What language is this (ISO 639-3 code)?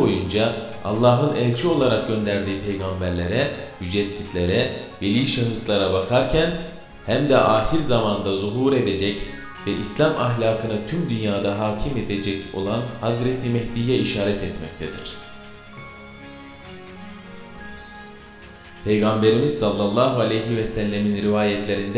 tur